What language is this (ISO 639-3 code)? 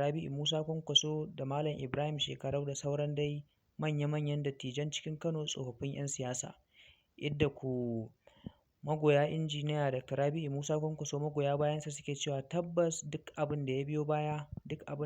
hau